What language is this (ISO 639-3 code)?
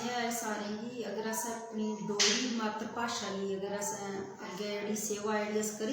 doi